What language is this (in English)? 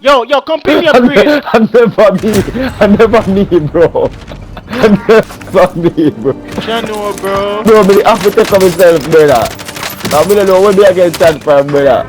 Jamaican Creole English